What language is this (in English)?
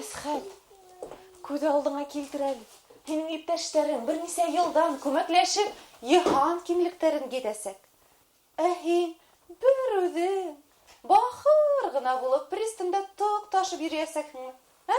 Bashkir